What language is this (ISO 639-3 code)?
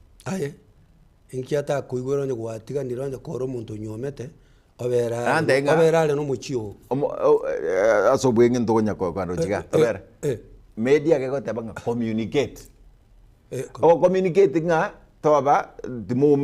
guz